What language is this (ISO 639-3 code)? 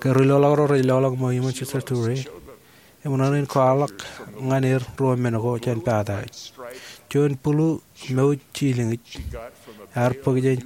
mah